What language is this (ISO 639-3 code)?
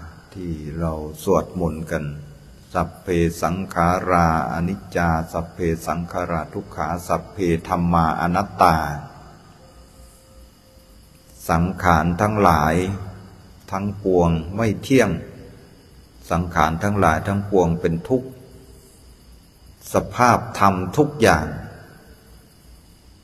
tha